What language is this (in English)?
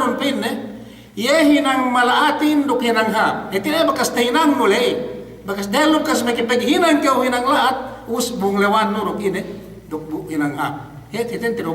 Yakan